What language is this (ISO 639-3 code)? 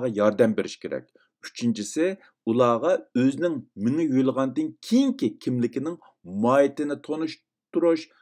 uig